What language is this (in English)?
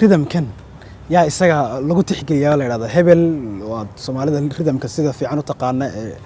Somali